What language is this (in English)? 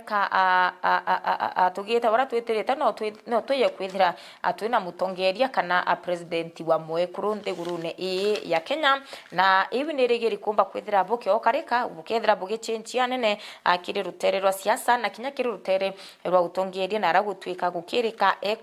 Meru